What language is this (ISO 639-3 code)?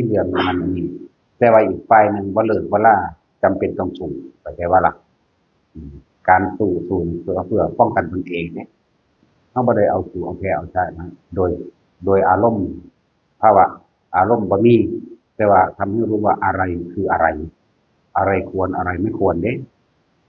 tts